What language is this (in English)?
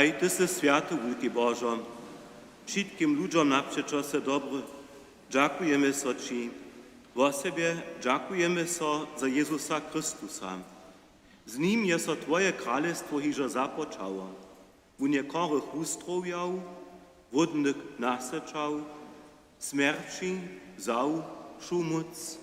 Upper Sorbian